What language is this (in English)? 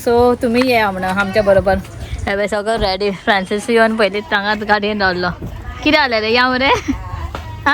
Konkani